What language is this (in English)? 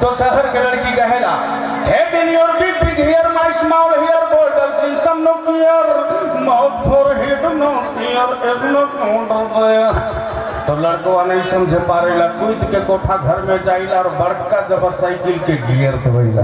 Sadri